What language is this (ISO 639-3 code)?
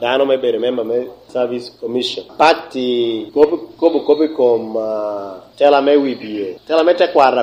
laj